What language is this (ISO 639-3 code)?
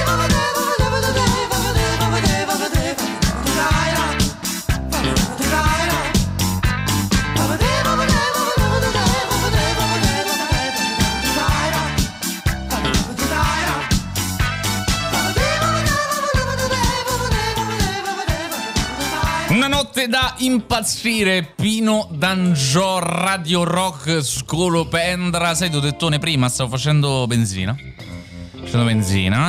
ita